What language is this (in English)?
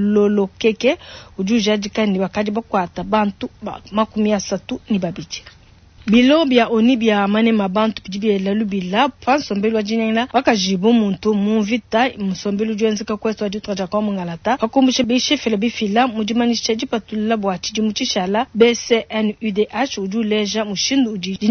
Luba-Lulua